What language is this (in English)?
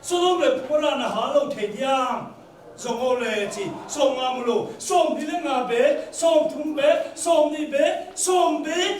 Tedim Chin